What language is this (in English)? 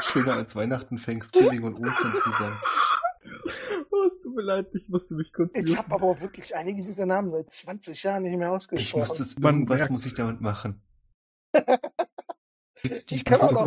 German